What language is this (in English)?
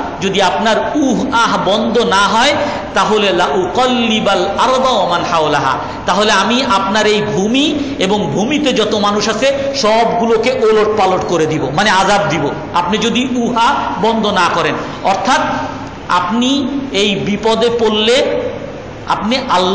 Bangla